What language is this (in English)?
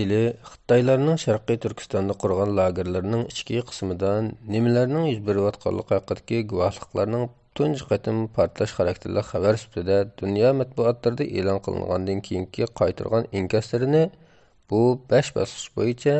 Uyghur